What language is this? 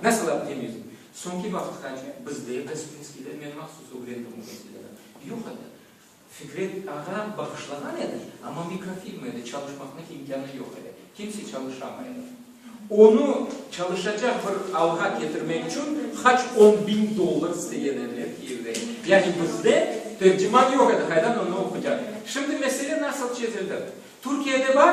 Crimean Tatar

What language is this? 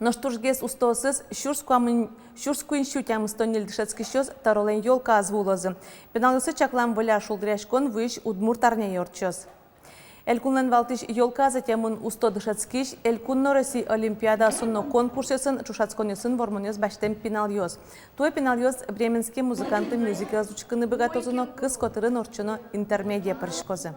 Udmurt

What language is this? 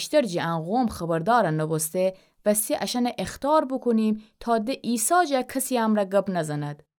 Gilaki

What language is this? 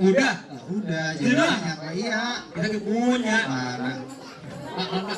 Betawi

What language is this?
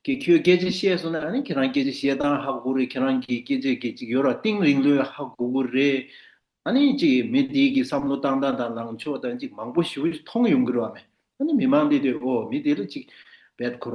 Tibetan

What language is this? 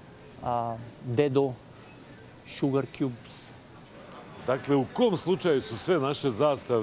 Bosnian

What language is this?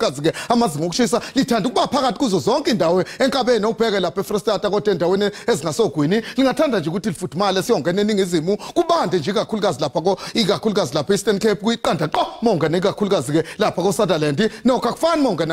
Zulu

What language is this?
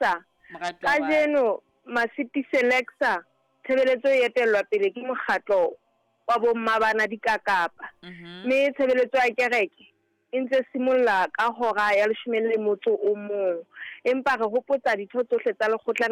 Southern Sotho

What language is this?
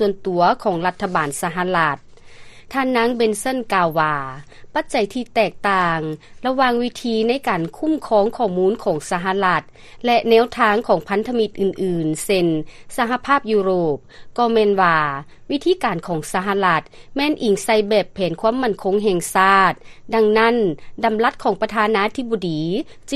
Lao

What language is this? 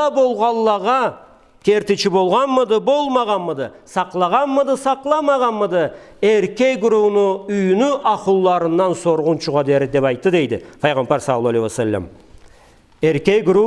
Karachay-Balkar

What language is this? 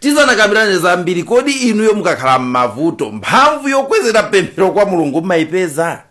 Nyanja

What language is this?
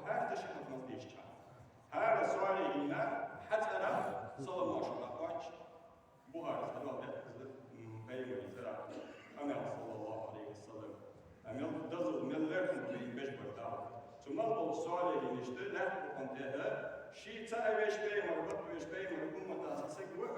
Ingush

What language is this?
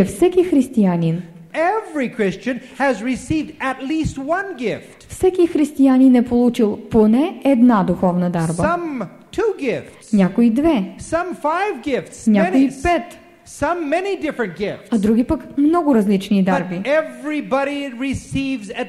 Bulgarian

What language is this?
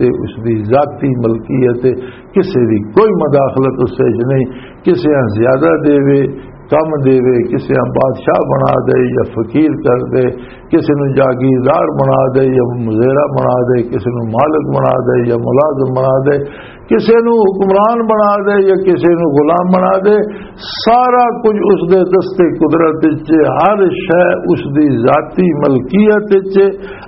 Western Panjabi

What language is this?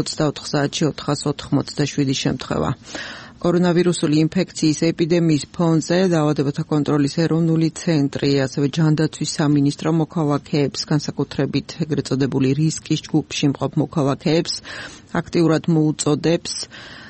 Georgian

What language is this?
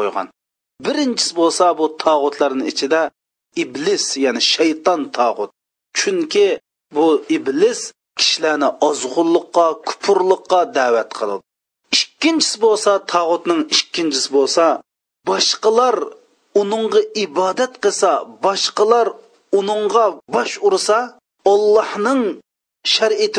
Uyghur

